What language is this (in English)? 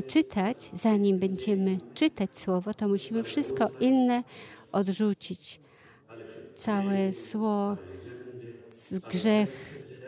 Polish